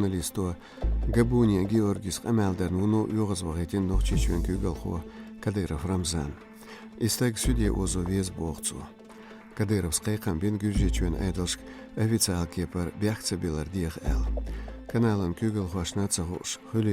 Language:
Chechen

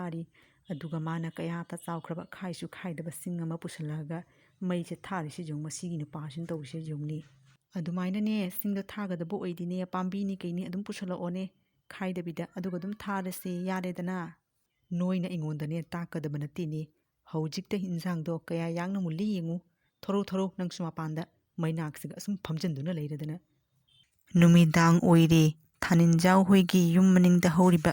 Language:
Manipuri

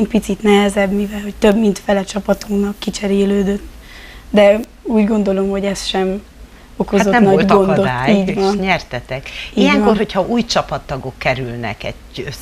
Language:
Hungarian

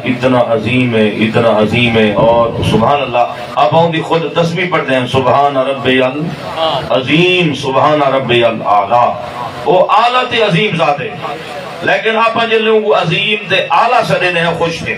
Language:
Saraiki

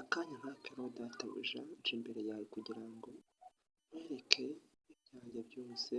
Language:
Kinyarwanda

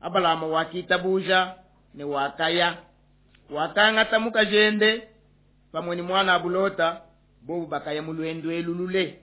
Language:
Luba-Lulua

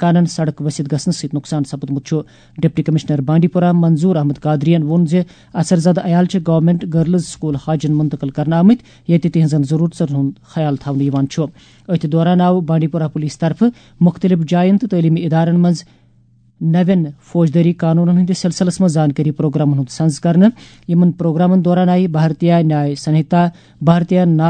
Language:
Kashmiri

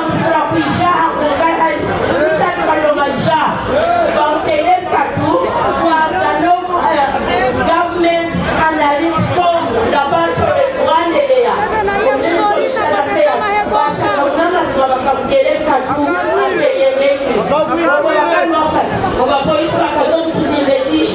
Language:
Nyankole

